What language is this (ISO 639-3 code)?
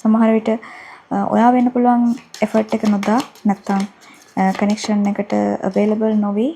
sin